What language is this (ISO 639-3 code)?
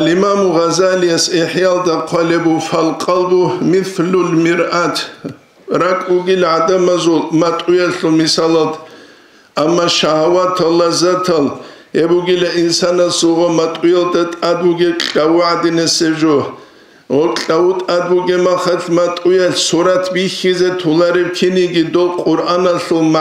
ava